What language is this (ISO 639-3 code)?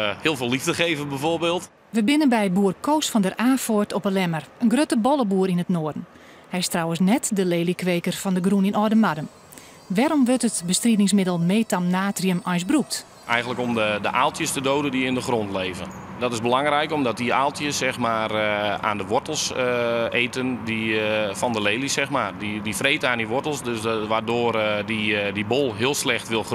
fry